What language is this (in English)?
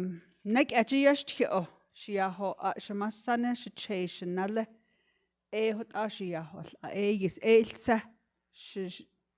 Navajo